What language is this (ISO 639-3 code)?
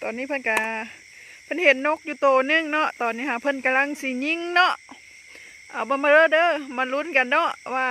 lao